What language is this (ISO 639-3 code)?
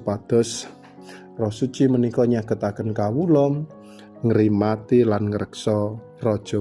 jav